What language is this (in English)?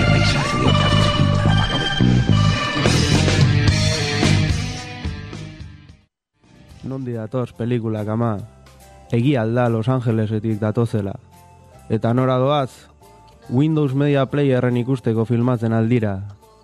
Basque